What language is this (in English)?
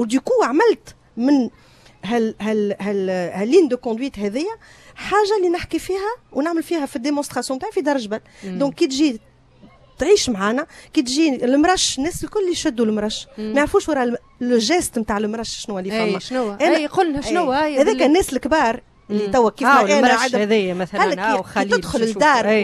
Tunisian Arabic